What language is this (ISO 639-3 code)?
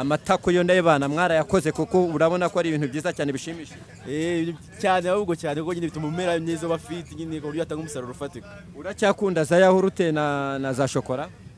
kin